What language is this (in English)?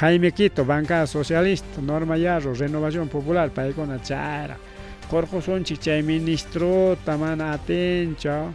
Ayacucho Quechua